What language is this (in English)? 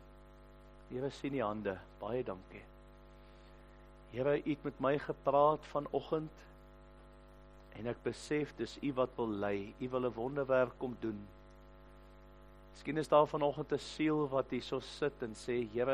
Afrikaans